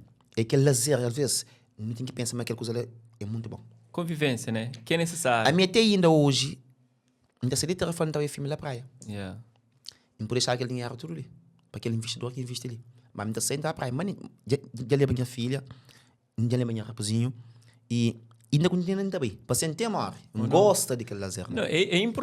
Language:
Kabuverdianu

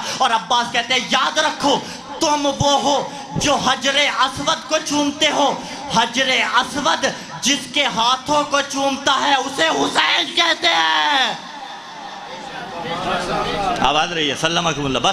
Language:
Urdu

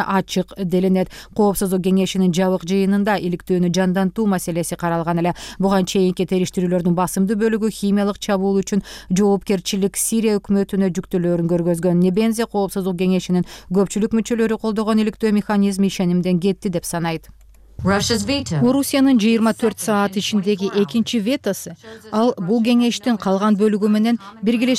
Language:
Kyrgyz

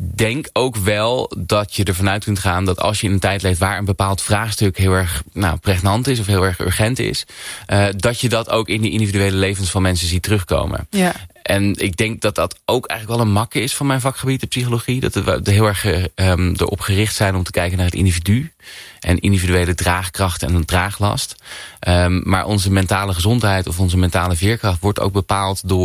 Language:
Dutch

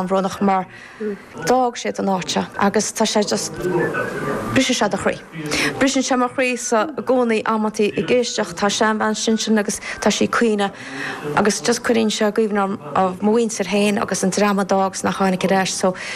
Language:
Irish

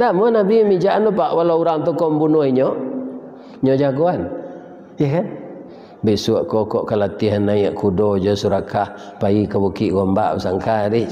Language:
Minangkabau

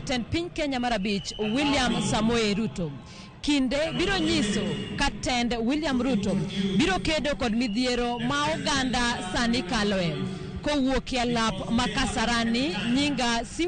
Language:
Luo (Kenya and Tanzania)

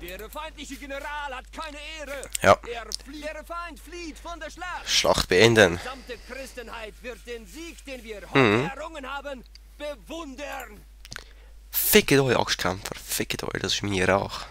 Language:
Swiss German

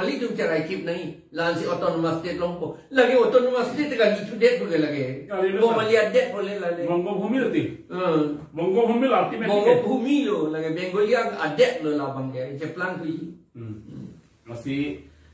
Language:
Karbi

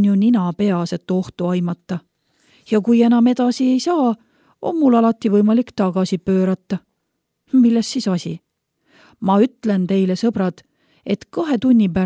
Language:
Estonian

